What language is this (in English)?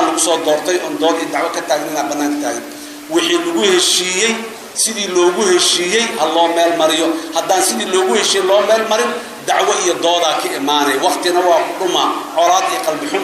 Somali